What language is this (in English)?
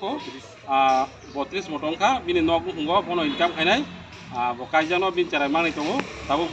Kok Borok